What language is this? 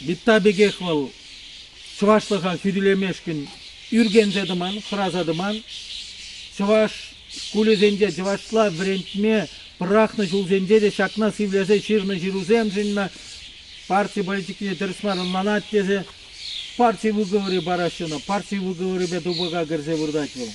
Chuvash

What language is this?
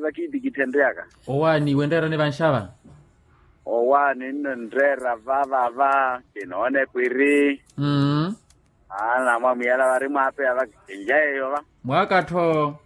Makhuwa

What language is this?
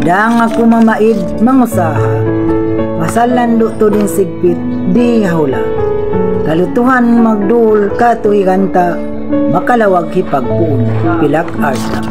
Tausug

